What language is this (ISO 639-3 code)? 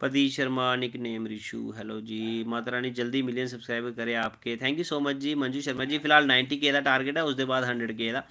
doi